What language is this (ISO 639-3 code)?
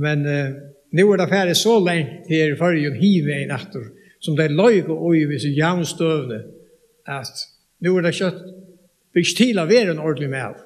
fao